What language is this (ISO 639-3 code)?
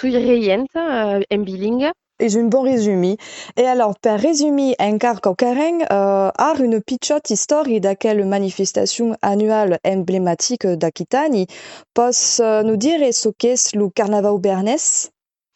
oci